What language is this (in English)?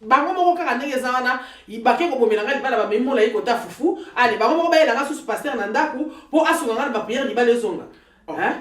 Lingala